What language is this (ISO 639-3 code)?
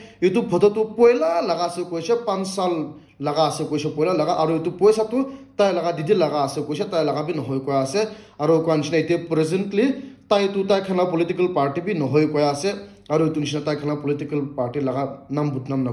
nag